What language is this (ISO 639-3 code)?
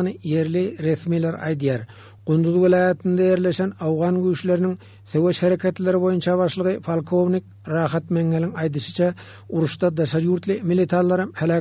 tuk